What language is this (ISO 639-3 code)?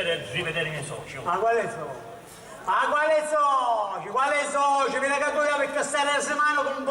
scn